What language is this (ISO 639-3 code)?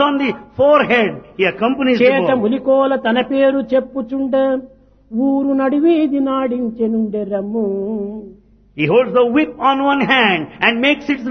tel